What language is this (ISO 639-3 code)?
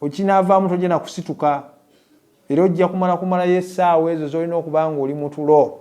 lug